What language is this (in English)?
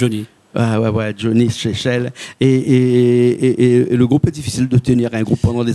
Réunion Creole French